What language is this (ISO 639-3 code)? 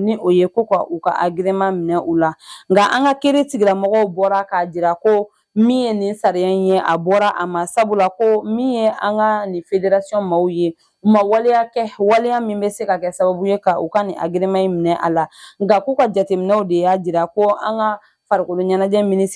bam